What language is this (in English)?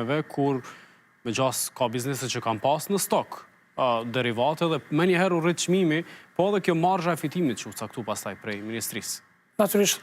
Albanian